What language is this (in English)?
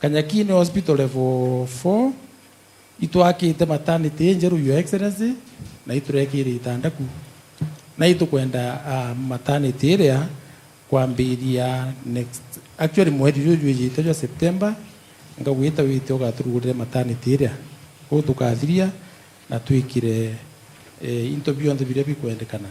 Meru